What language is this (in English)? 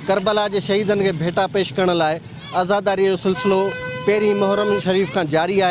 Sindhi